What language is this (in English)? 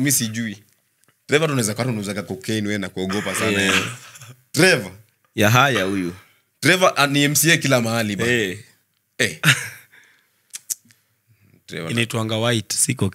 Swahili